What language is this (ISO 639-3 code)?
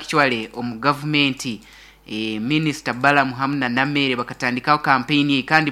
nyo